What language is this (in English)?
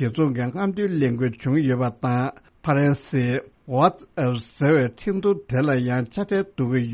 Tibetan